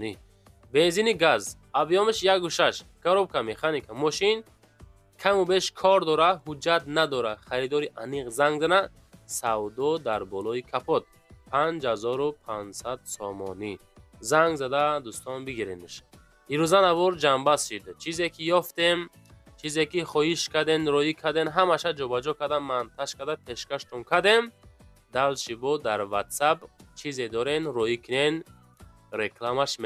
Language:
Tajik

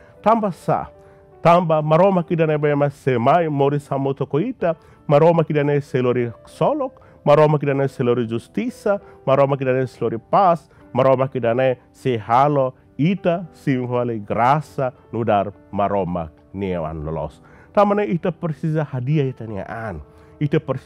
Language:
Tetum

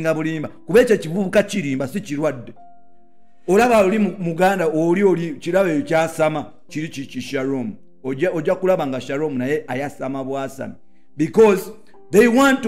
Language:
Ganda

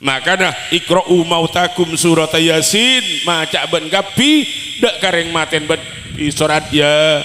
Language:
Madurese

